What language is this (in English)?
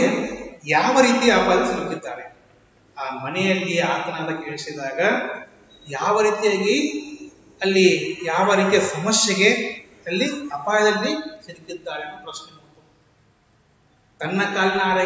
Kannada